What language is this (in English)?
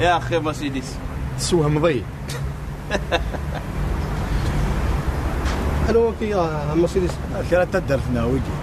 Kabyle